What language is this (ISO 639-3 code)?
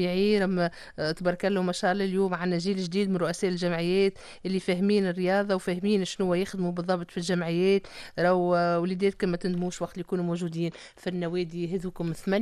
aeb